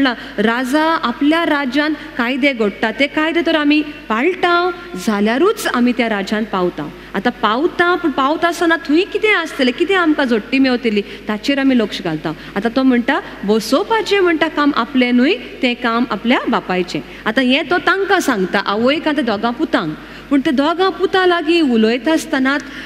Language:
Konkani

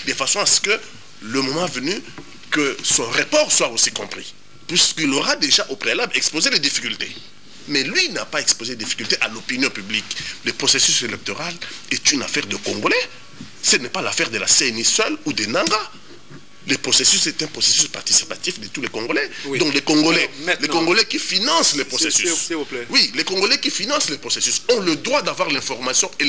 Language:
French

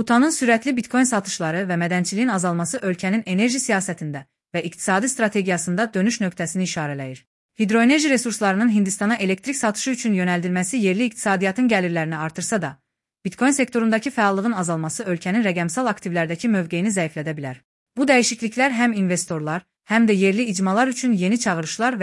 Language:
Azerbaijani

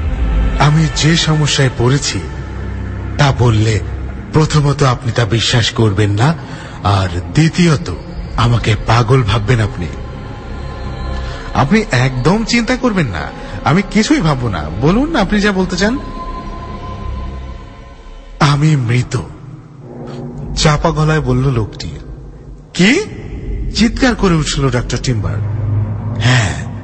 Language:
Bangla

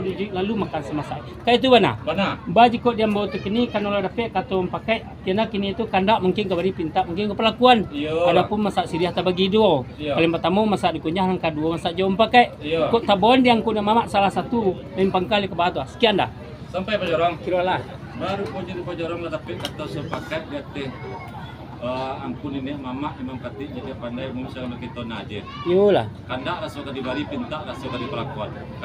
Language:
Minangkabau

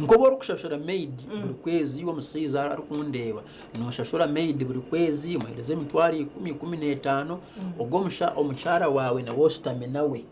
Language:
Nyankole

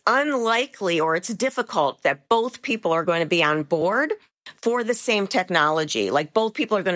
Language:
English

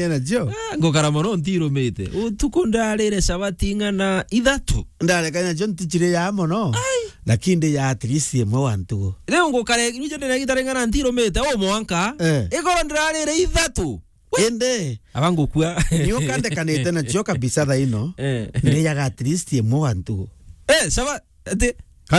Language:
Meru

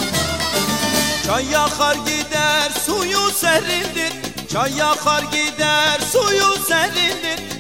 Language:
Turkish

